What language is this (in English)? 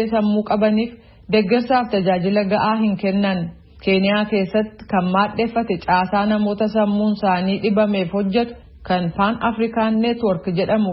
Oromo